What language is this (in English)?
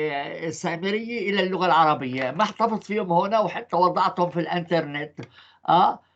North Levantine Arabic